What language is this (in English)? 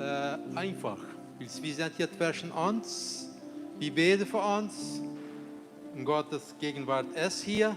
Plautdietsch